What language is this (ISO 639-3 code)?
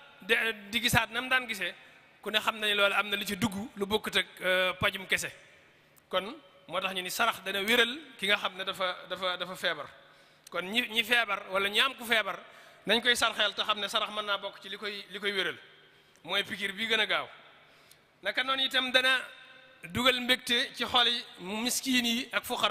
wol